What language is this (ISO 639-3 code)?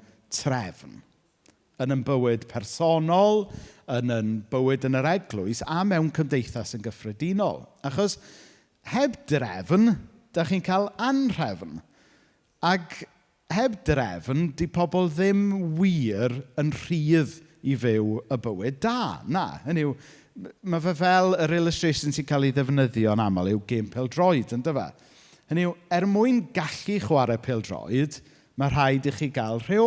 cym